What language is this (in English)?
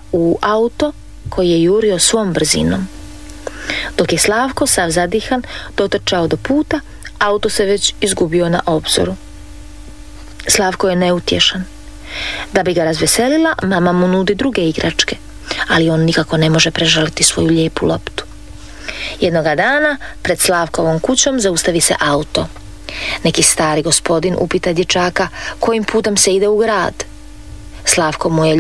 Croatian